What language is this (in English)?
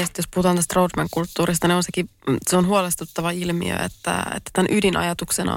Finnish